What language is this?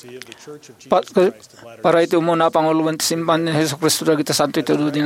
Iloko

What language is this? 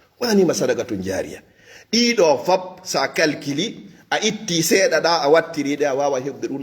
Fula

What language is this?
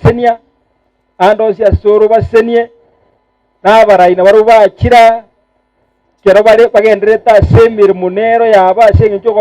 Gusii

